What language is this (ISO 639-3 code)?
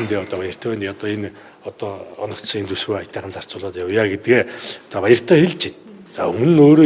mon